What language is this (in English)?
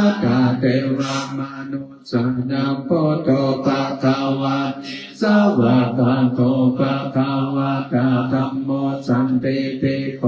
Pali